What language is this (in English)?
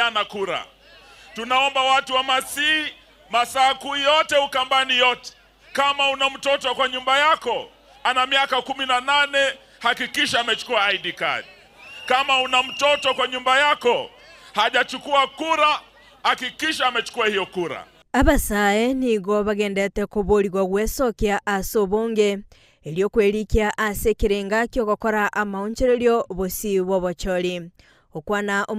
Gusii